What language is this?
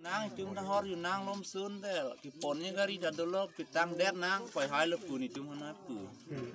Karbi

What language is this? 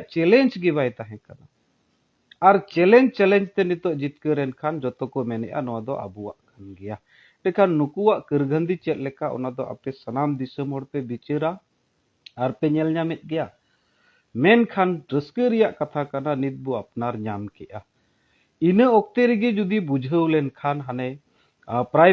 Santali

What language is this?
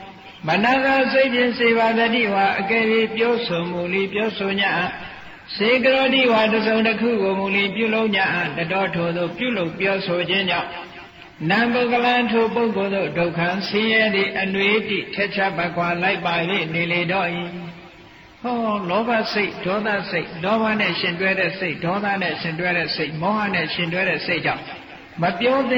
Burmese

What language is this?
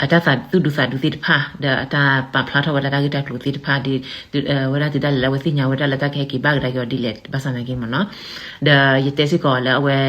S'gaw Karen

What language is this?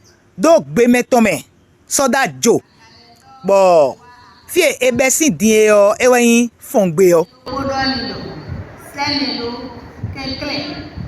Fon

